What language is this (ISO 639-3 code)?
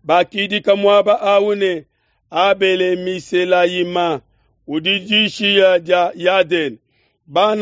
lua